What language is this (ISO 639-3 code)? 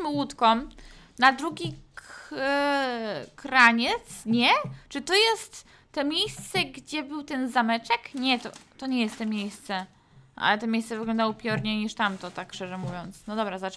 pol